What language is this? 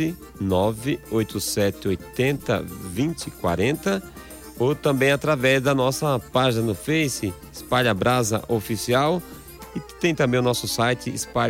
Portuguese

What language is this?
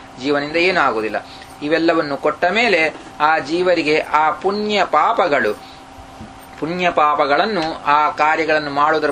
Kannada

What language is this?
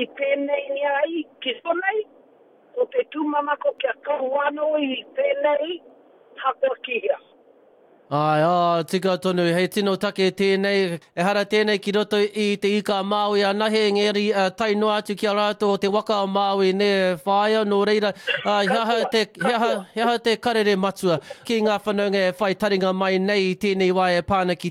Māori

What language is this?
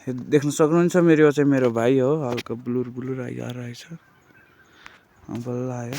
Nepali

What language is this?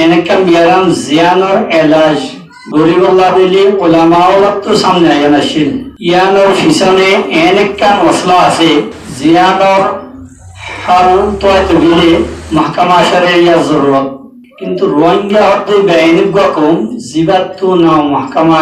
Rohingya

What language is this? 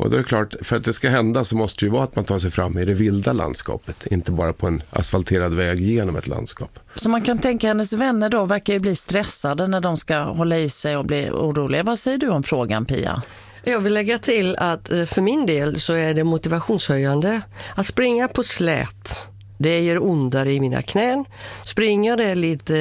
Swedish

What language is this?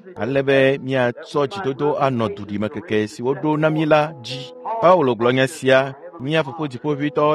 Ewe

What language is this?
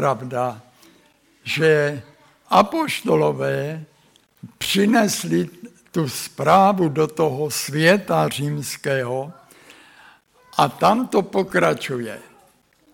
Czech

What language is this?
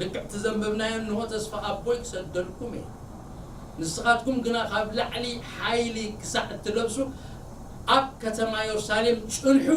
Tigrinya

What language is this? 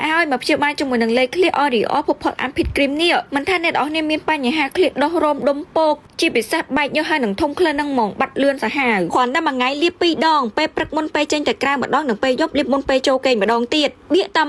Khmer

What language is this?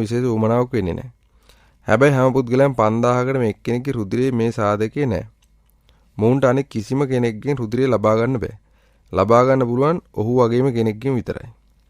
Sinhala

